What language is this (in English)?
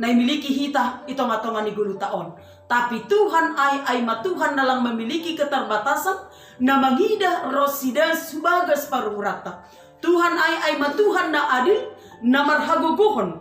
Batak Simalungun